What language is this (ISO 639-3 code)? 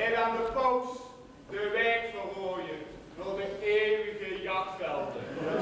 lim